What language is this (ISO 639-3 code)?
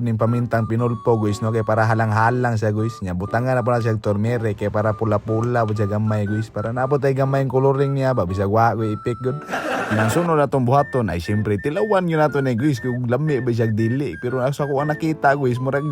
ceb